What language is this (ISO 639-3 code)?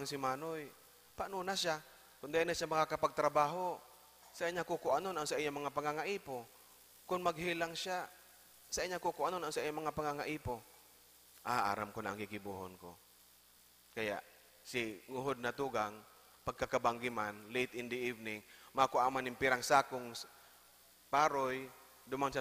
bik